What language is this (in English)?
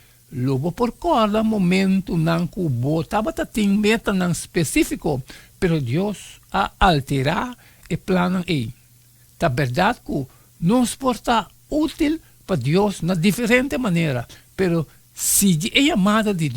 Papiamento